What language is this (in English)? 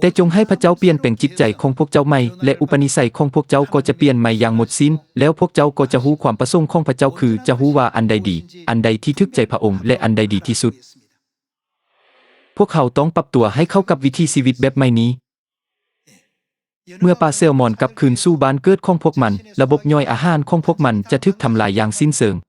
Lao